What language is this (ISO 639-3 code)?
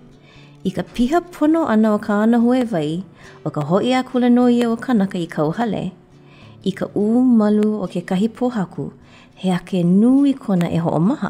haw